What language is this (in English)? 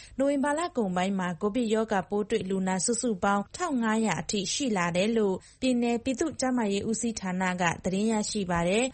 Burmese